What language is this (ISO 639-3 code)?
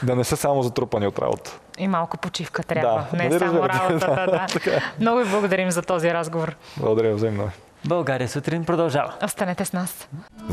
bul